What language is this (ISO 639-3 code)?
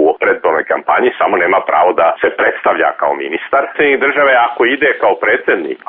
hrv